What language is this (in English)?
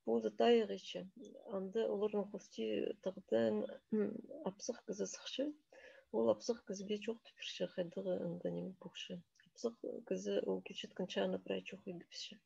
Khakas